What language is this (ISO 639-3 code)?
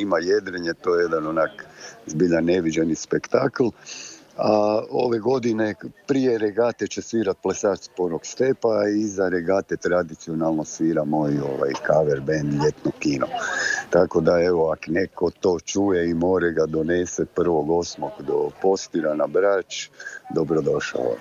hrv